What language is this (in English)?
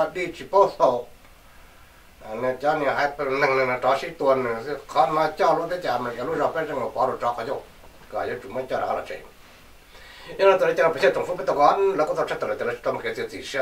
Vietnamese